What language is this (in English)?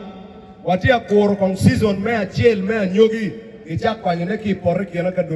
Acoli